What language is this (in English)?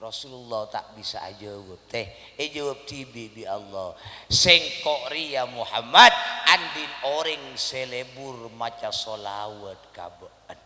Madurese